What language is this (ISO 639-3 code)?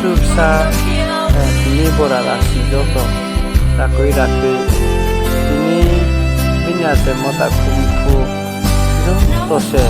ria